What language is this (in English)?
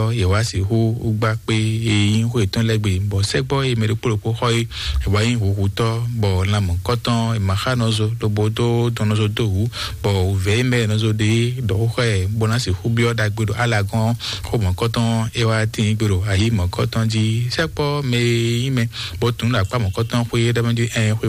Fon